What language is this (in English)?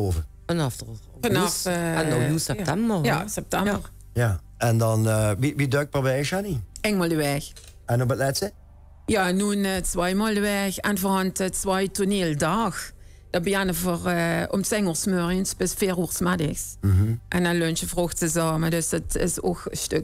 Limburgish